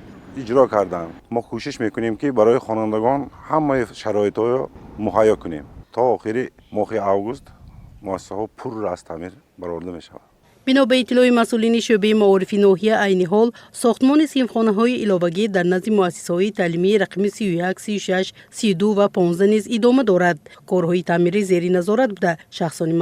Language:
Tajik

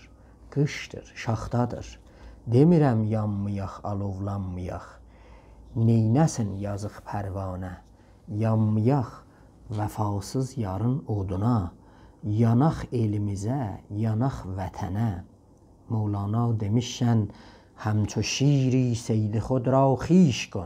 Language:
South Azerbaijani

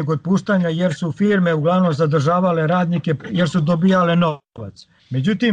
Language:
Serbian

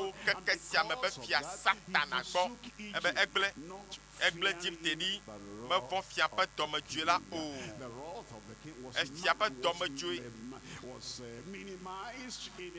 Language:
Ewe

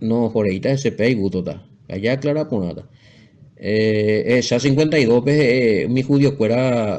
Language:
Guarani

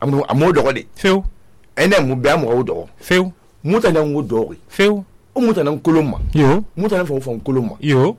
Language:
Susu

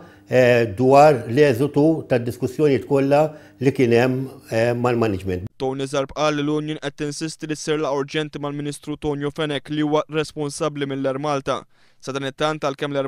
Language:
Maltese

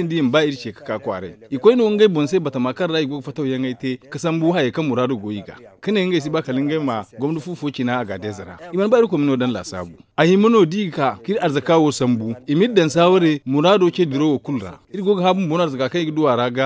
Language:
Zarma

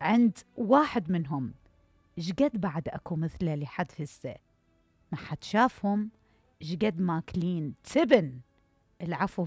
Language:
Mesopotamian Arabic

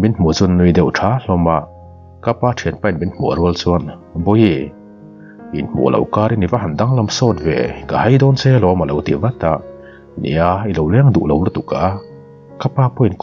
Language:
Mizo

